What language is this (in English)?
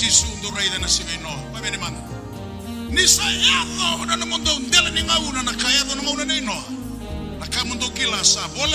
Fijian